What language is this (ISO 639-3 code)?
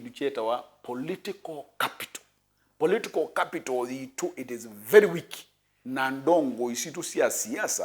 kam